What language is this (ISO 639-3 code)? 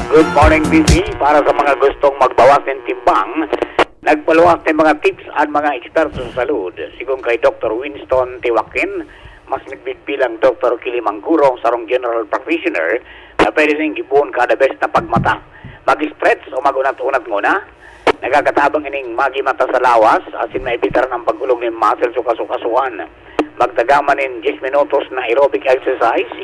bik